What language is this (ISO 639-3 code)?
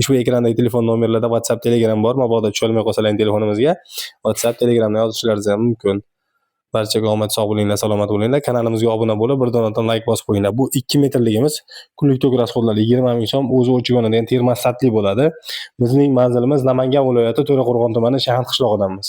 uzb